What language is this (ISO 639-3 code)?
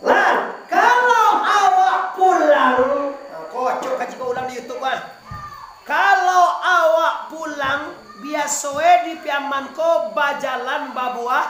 min